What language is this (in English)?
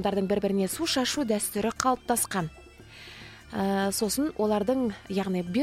Kazakh